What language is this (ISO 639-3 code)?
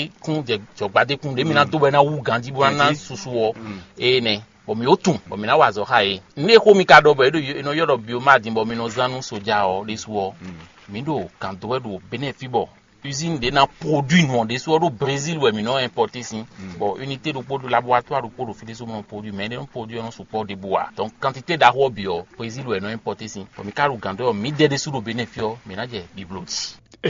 fon